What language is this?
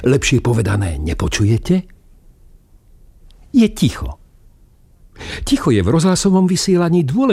Slovak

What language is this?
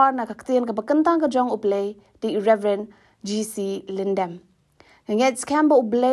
Khasi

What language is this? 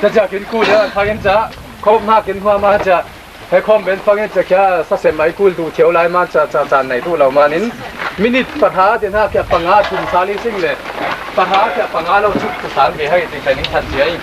Falam Chin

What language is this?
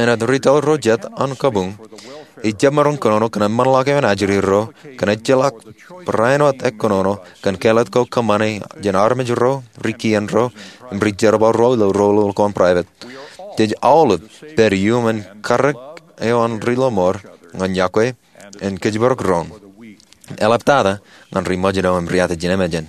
Marshallese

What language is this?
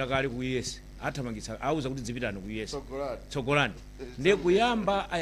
Nyanja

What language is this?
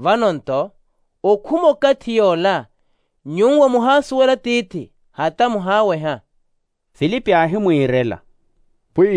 Makhuwa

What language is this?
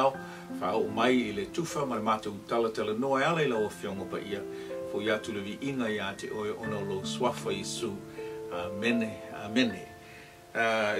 Samoan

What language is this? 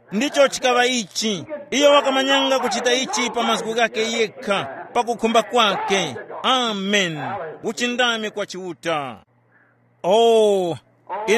Tumbuka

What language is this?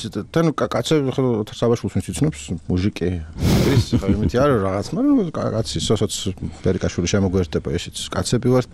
Georgian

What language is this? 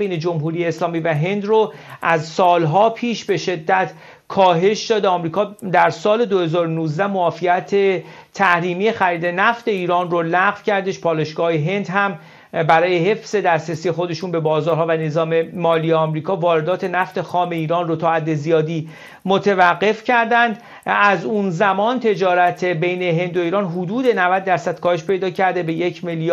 Persian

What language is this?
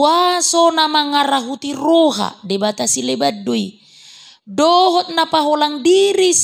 Batak Toba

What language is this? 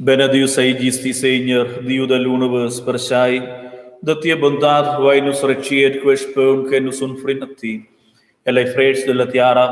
Romansh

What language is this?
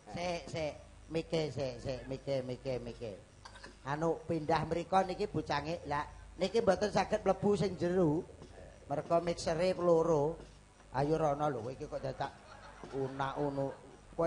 Javanese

